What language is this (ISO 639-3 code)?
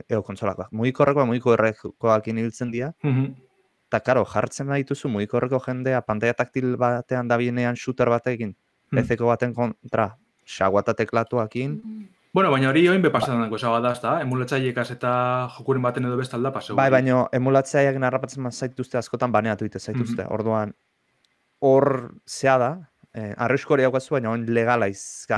eus